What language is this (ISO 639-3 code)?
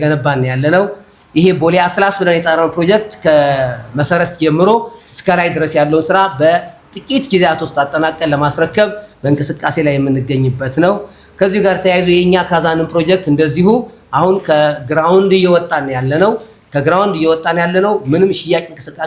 amh